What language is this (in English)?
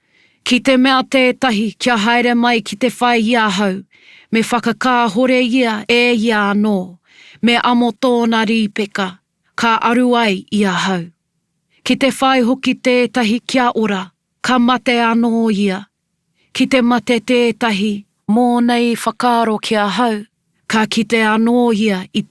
Māori